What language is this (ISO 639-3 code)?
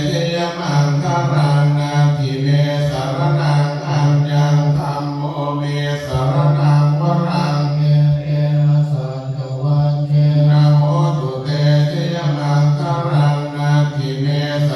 pli